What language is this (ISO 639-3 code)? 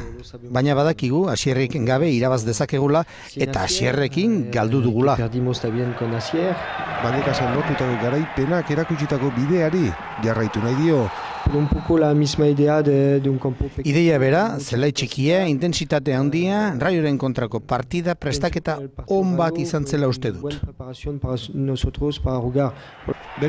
eus